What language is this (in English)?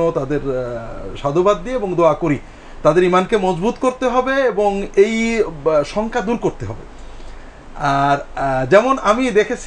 Bangla